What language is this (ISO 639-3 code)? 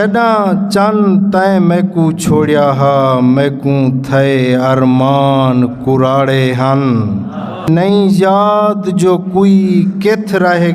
skr